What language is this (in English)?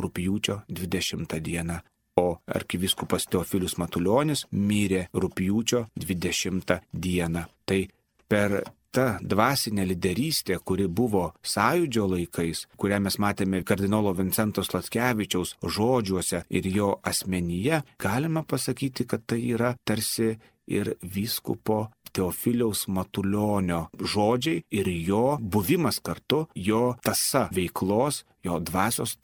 Lithuanian